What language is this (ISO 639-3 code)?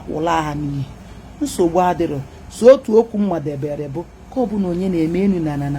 ibo